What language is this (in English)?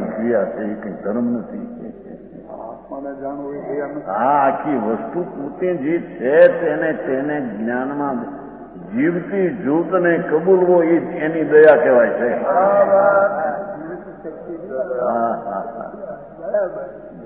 Gujarati